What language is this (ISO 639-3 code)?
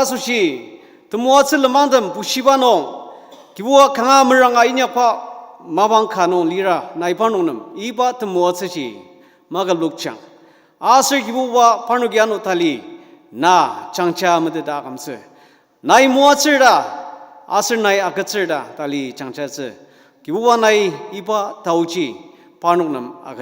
njo